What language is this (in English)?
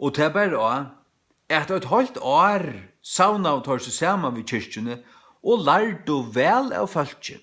Faroese